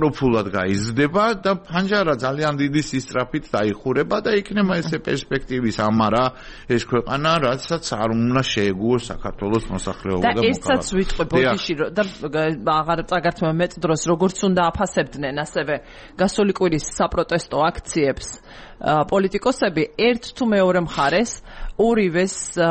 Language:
Georgian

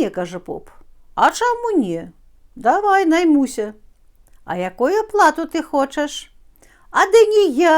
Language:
Belarusian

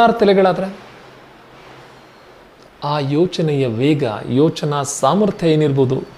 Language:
Kannada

